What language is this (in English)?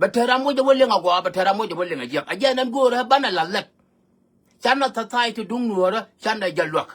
Nuer